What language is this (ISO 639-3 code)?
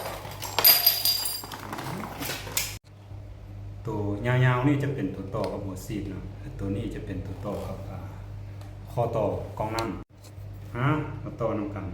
lao